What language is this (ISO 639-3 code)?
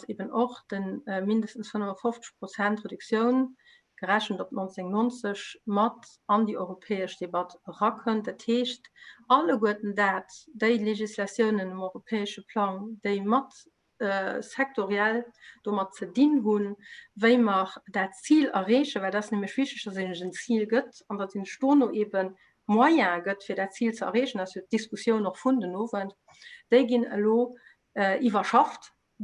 ltz